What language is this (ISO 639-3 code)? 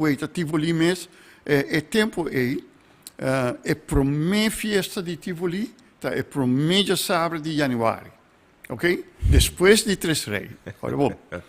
pap